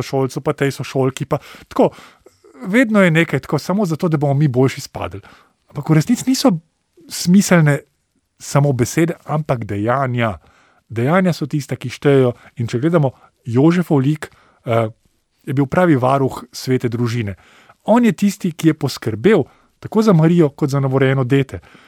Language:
Slovenian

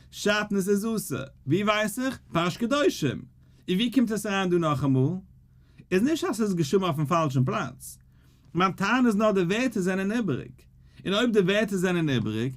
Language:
Yiddish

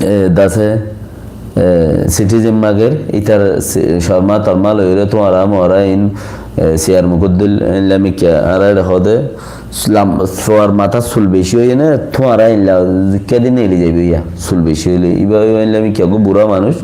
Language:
Rohingya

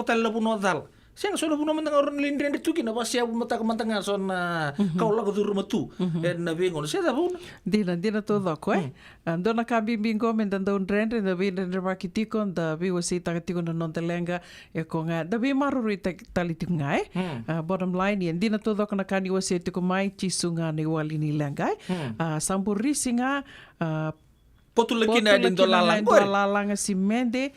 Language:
Fijian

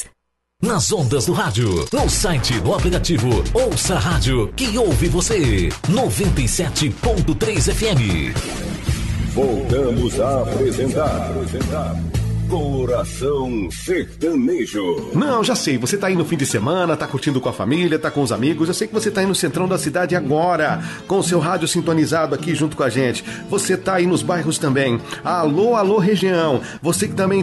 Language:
Portuguese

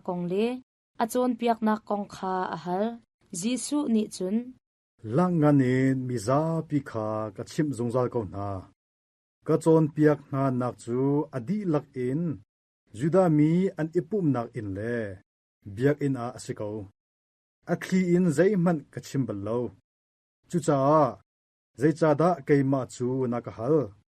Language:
Hakha Chin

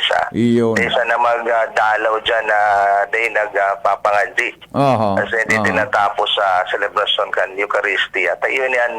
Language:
Bikol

